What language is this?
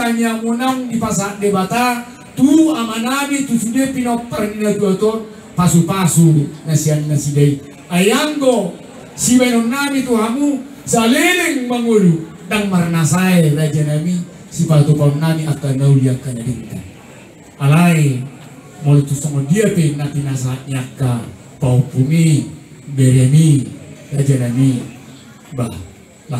Batak Toba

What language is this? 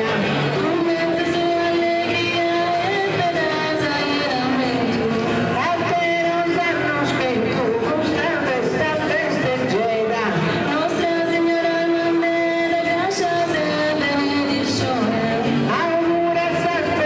Sardinian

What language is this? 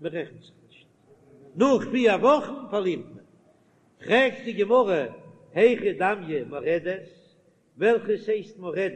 Yiddish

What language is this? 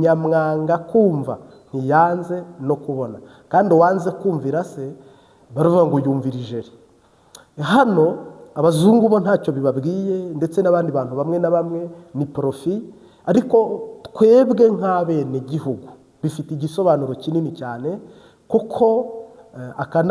Kinyarwanda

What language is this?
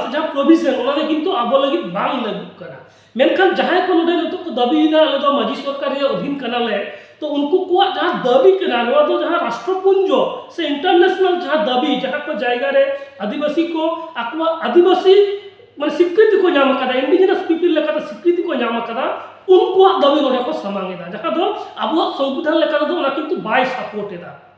Santali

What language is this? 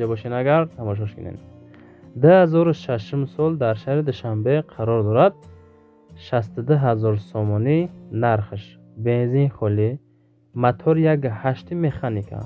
Tajik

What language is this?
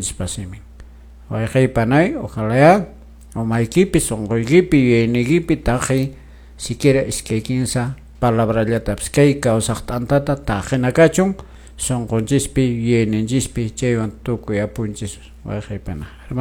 Quechua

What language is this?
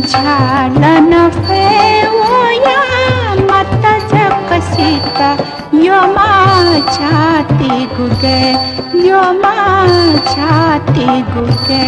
Newari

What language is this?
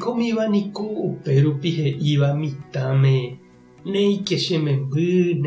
Guarani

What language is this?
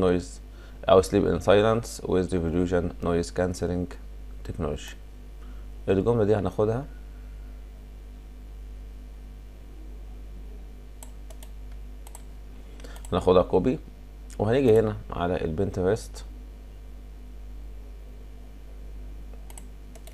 Egyptian Arabic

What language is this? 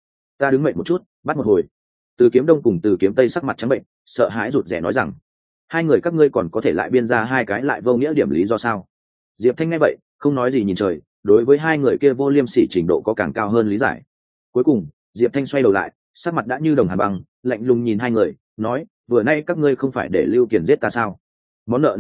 Vietnamese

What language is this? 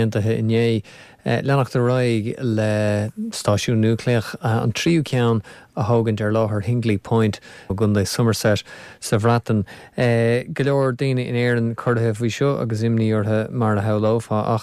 Irish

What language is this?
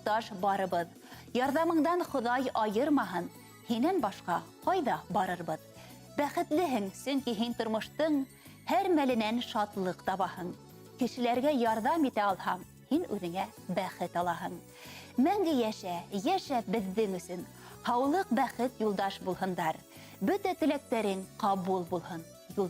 Bashkir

